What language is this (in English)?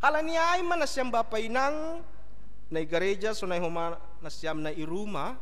Batak Simalungun